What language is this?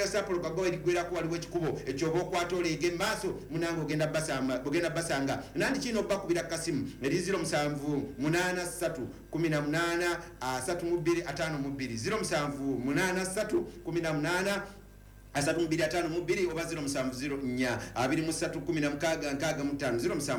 Ganda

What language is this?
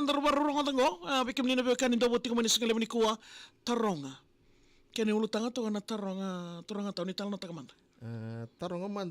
Fijian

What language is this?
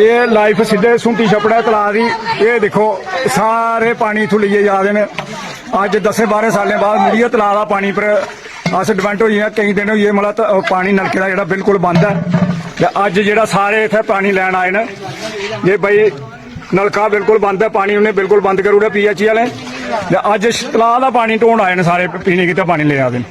Dogri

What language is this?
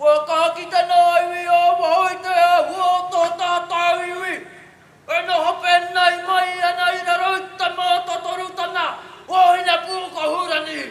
Māori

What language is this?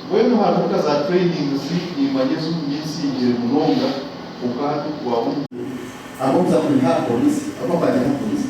Nyankole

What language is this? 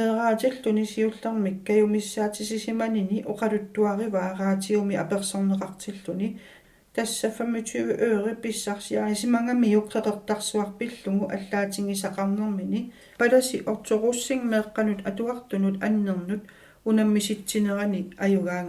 Kalaallisut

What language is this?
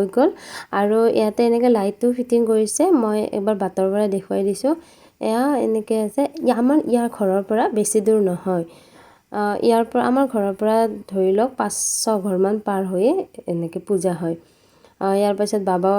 Assamese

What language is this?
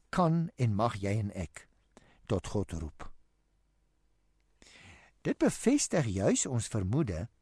Afrikaans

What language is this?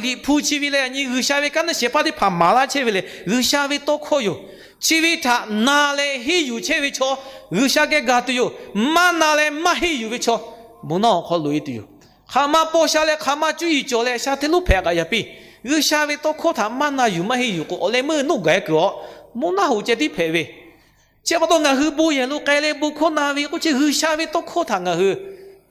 Lahu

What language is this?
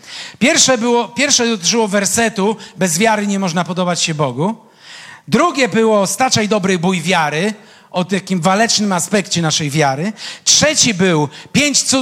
Polish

